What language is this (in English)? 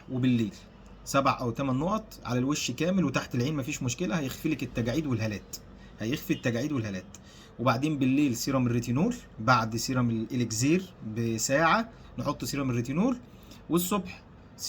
Egyptian Arabic